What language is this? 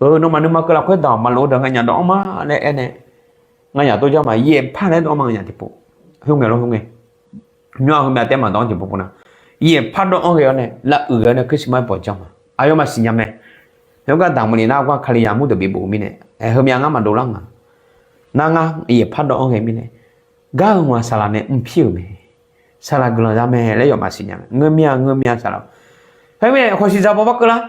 Akha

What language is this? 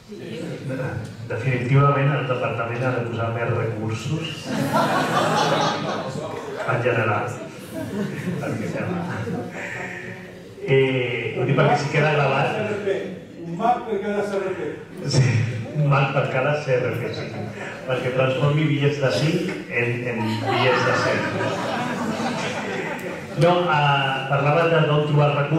Catalan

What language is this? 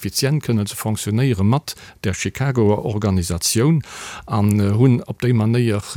Luxembourgish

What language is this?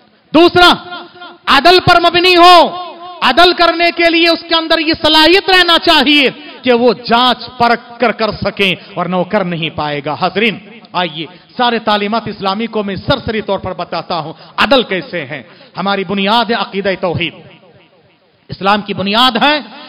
Urdu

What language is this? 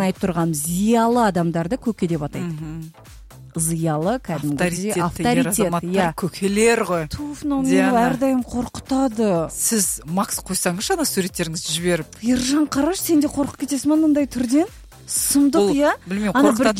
Kazakh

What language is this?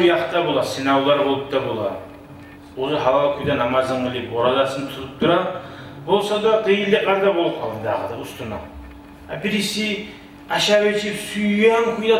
Kumyk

